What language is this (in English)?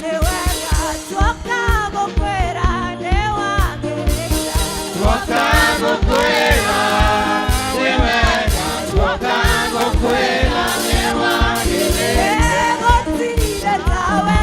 Kikuyu